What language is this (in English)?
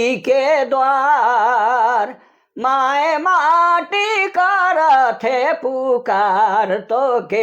Sadri